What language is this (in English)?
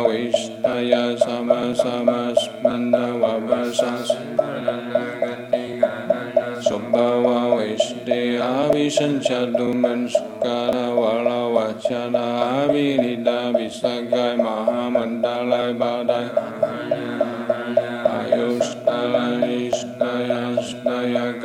Sanskrit